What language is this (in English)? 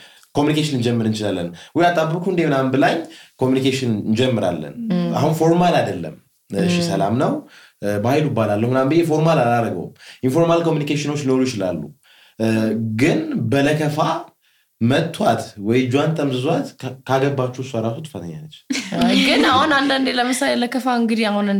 Amharic